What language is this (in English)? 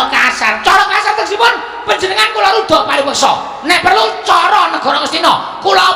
Javanese